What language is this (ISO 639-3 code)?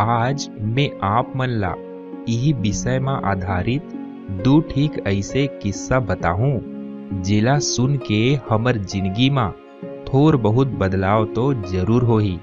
hne